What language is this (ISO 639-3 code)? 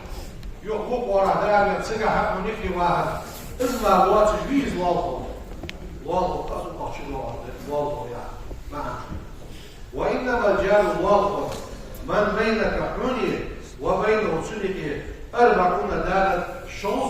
inh